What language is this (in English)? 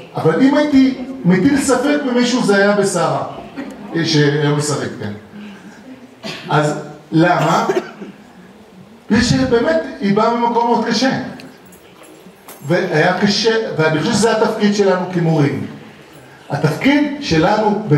Hebrew